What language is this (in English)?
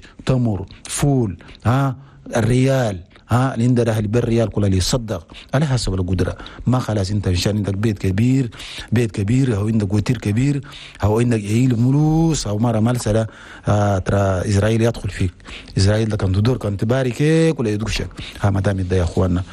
Chadian Arabic